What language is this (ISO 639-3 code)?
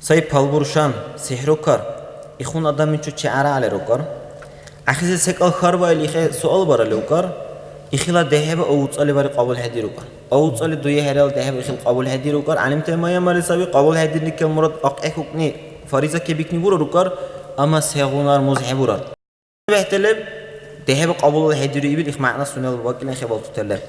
dar